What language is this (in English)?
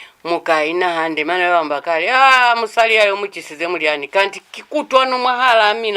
Lozi